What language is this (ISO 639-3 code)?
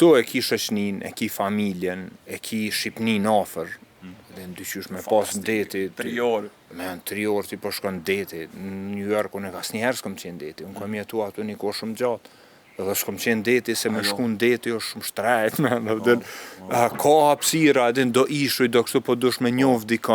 sqi